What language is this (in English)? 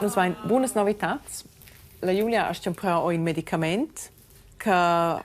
Romansh